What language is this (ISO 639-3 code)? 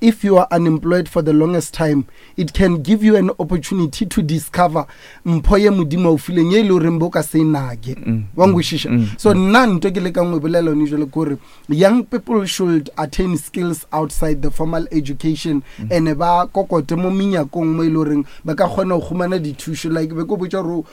nso